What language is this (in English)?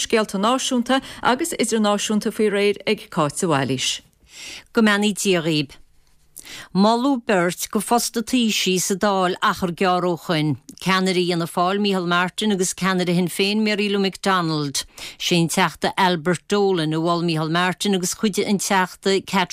Irish